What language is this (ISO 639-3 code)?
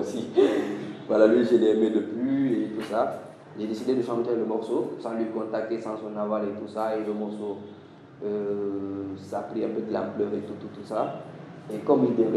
fra